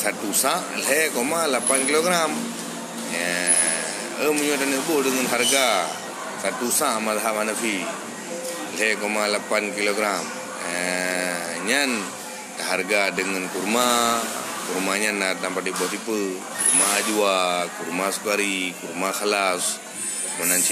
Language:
Achinese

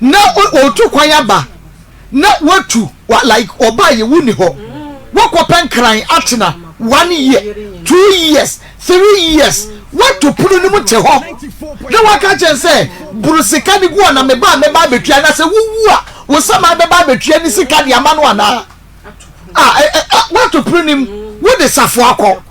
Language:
Akan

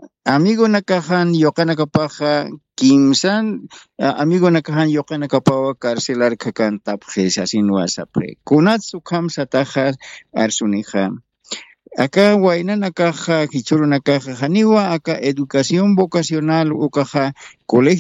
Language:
Aymara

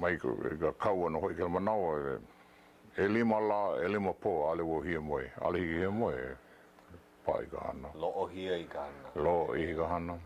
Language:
Hawaiian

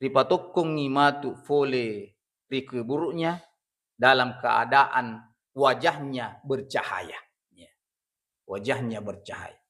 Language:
Buginese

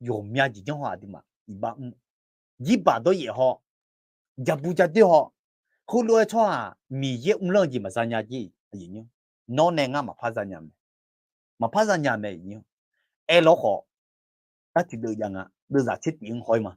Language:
Akha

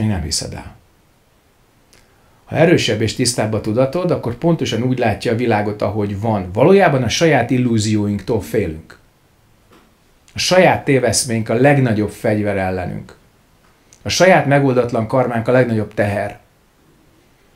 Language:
Hungarian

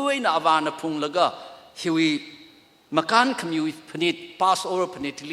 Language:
Tangkhul Naga (India)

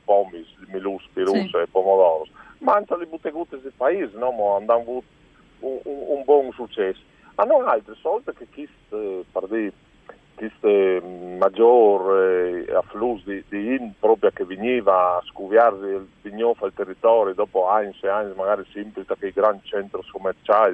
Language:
Friulian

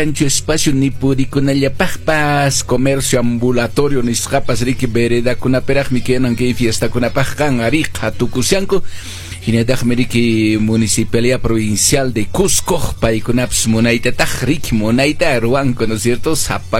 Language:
Quechua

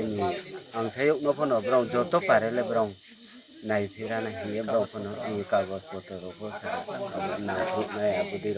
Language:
Riang (India)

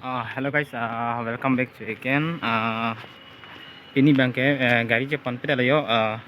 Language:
Karbi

